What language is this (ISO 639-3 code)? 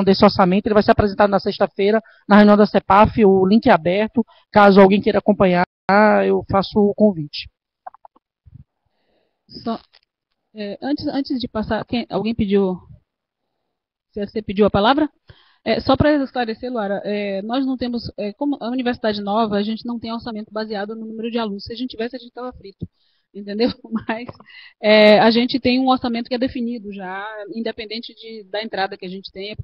por